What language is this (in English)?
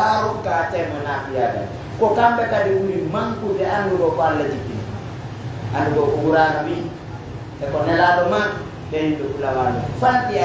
Pular